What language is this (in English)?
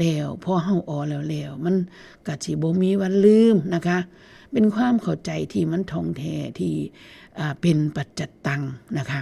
Northeastern Thai